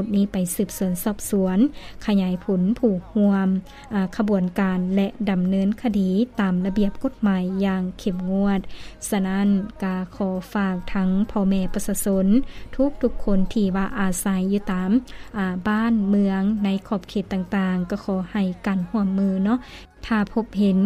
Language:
Lao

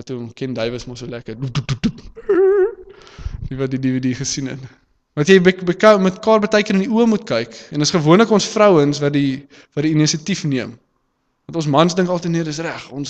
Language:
Afrikaans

